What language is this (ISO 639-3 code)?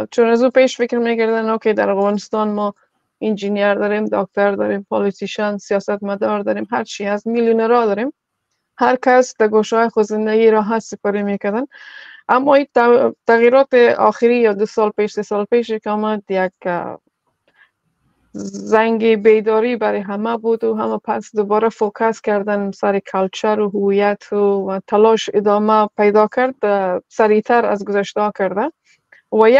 fas